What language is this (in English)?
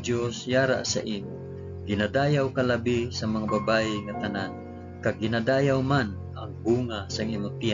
Hiligaynon